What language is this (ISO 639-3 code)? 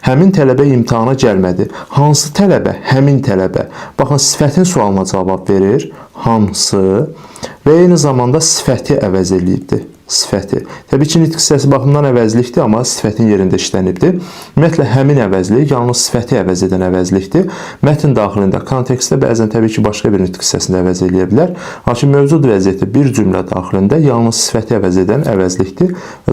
aze